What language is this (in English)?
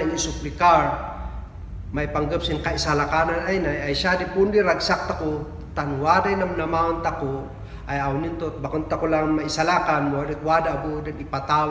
Kankanaey